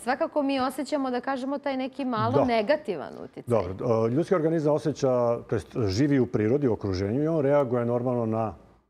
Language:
Serbian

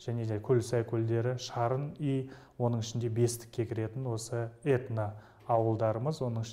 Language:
Kazakh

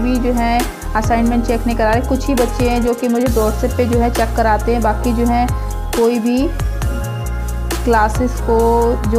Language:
Hindi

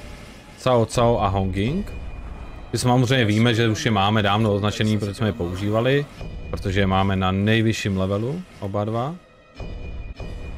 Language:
Czech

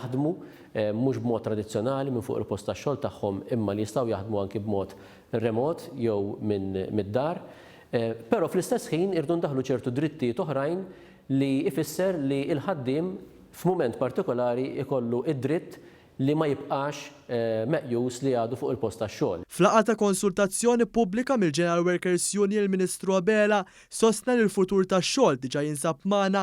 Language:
Maltese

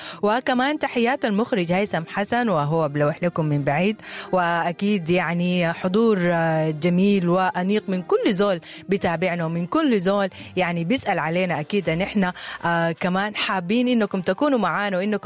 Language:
Sudanese Arabic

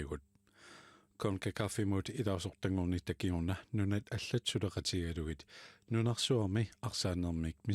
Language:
Kalaallisut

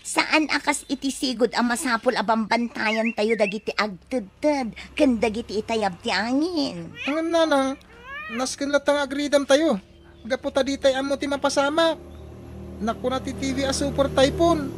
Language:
Iloko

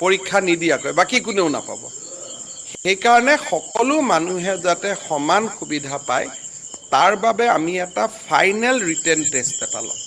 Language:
Assamese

